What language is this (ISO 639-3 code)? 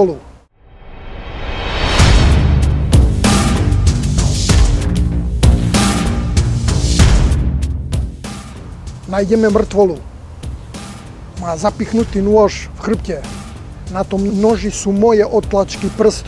slk